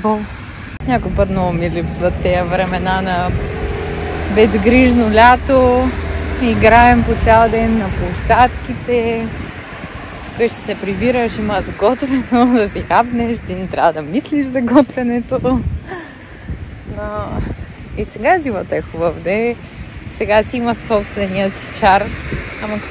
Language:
Bulgarian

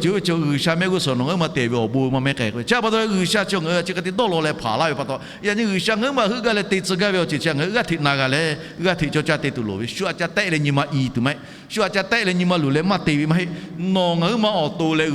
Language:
Lahu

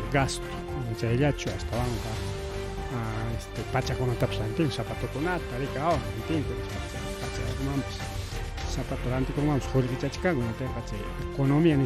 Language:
Ayacucho Quechua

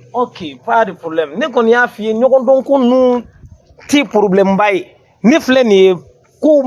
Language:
Bambara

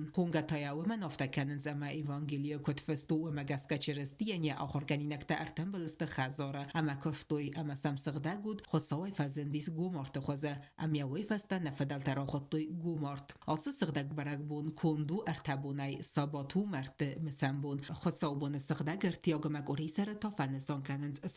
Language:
Ossetic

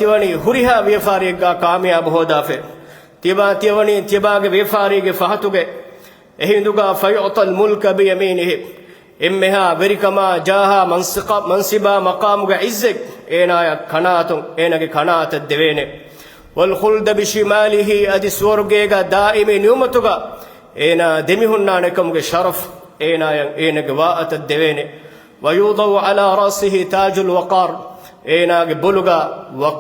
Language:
Divehi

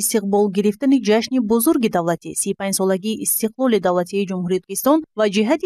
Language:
Tajik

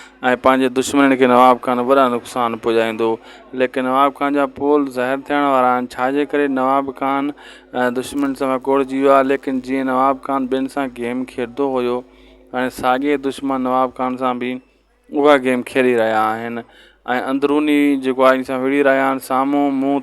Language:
Sindhi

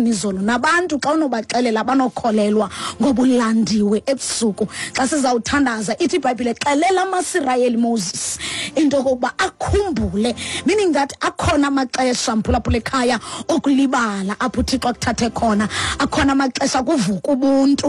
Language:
Xhosa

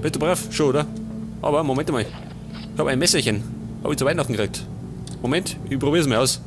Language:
Bavarian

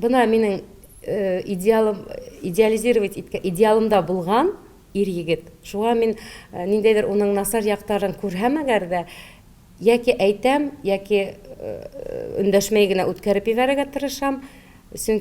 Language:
Bashkir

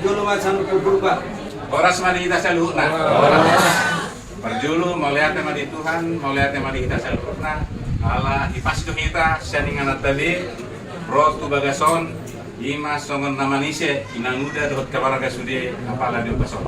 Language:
Batak Toba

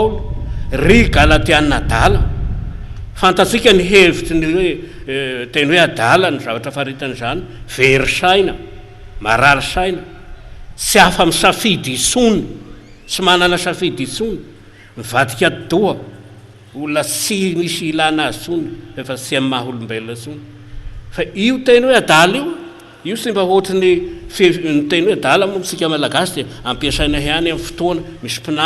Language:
Malagasy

